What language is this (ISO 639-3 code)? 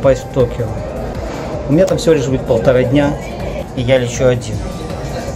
rus